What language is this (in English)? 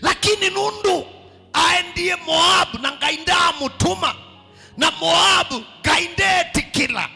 Kamba